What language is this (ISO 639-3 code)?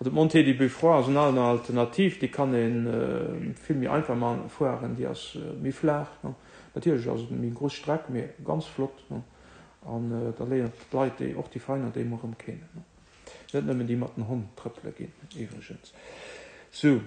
ltz